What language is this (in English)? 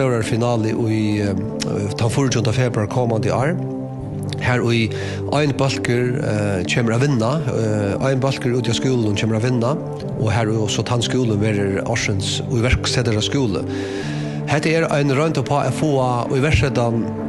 Faroese